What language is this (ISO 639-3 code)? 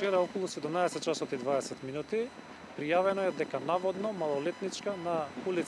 mkd